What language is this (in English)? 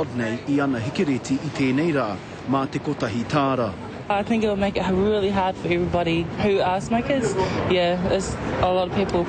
Māori